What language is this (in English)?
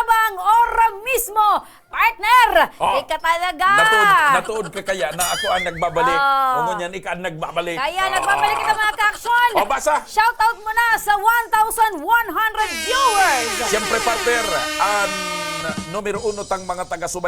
Bikol